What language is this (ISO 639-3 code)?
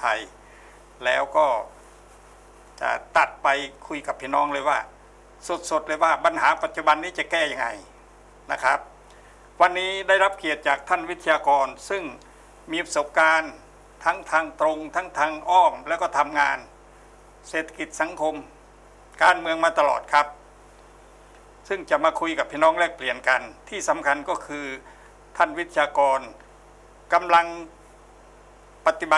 tha